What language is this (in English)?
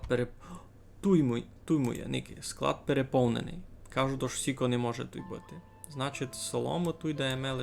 Rusyn